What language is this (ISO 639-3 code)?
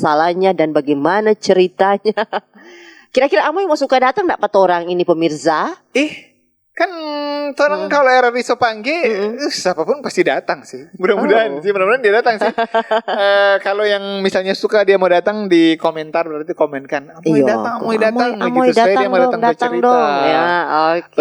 xmm